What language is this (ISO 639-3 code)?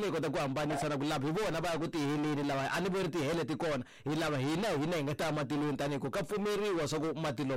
tso